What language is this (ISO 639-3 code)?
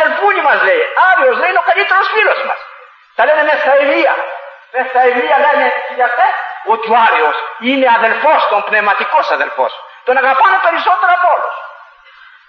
ell